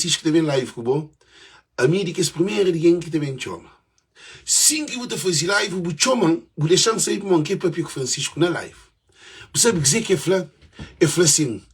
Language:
Kabuverdianu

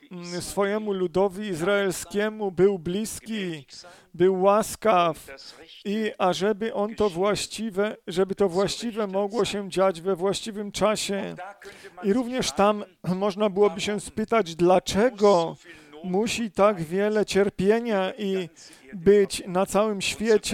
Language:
Polish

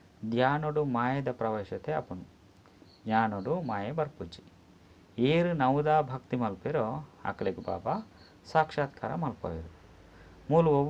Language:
Tulu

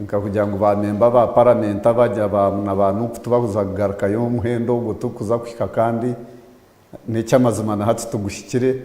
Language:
Nyankole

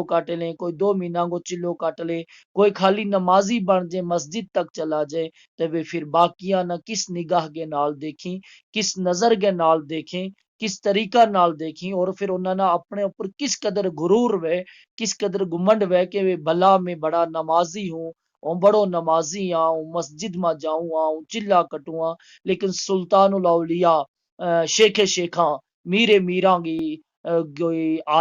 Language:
Gujari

